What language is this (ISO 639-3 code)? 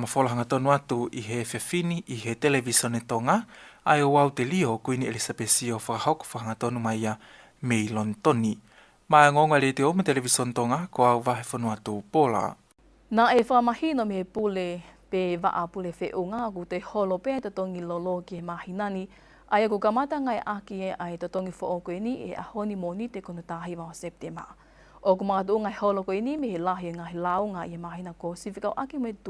ton